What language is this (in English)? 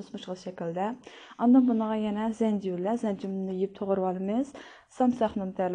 Uyghur